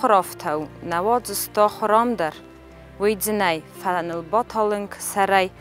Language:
Ossetic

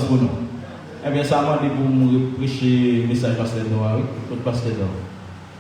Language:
Haitian Creole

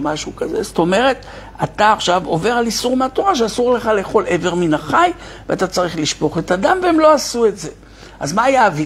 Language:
Hebrew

